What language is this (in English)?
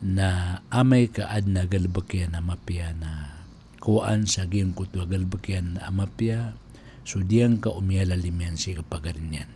Maranao